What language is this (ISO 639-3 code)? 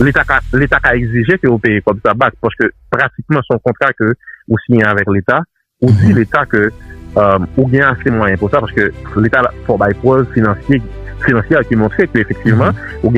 hat